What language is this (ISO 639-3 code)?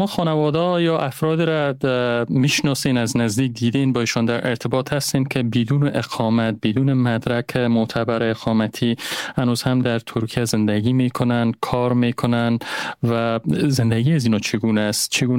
fas